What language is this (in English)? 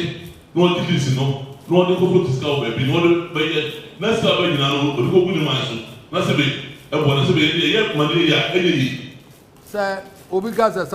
Akan